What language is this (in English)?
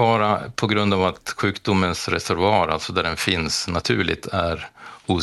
Swedish